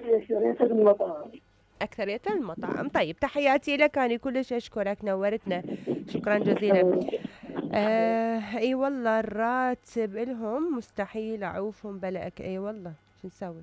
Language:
Mesopotamian Arabic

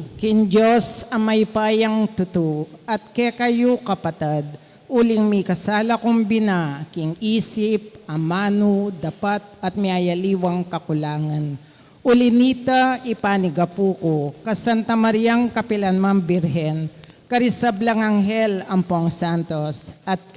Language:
Pampanga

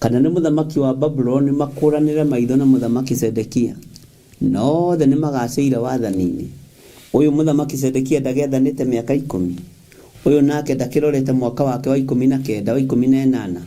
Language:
Kikuyu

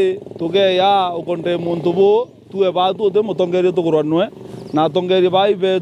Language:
Meru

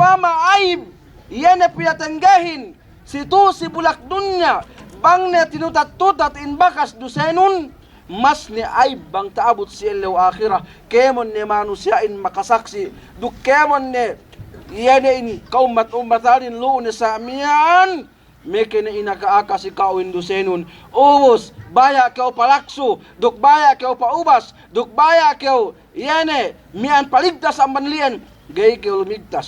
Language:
Yakan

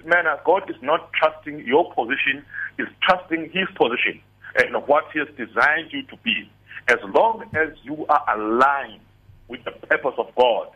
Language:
English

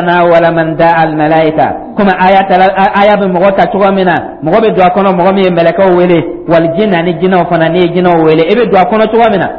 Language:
Dyula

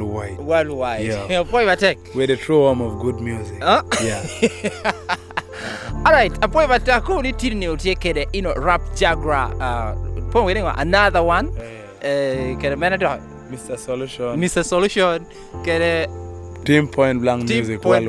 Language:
Lango (Uganda)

